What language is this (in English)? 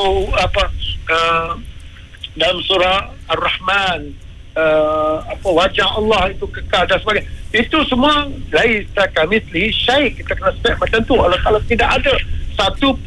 Malay